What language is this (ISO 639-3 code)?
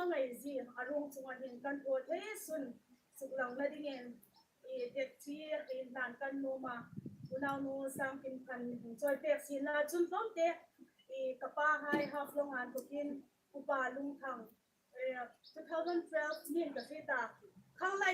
hmr